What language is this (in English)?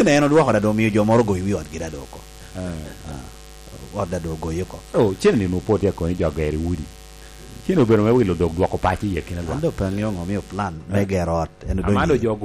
Lango (Uganda)